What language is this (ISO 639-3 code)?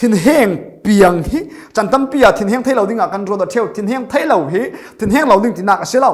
cfm